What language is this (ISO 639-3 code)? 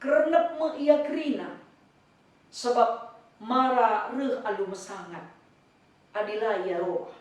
btx